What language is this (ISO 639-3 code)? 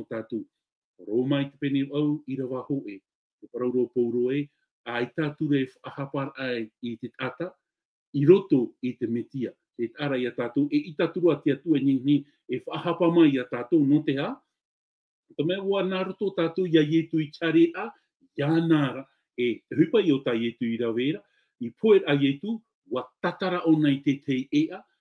tah